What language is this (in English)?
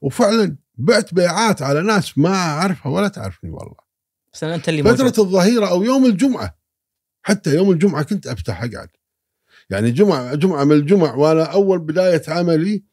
Gulf Arabic